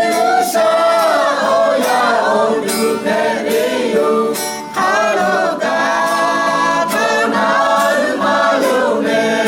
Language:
Lahu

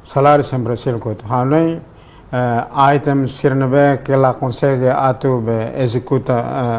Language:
Tetum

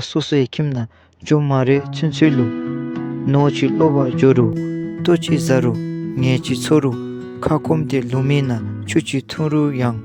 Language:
Dzongkha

